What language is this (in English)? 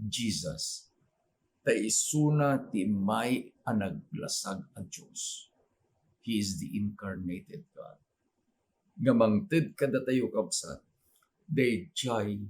Iloko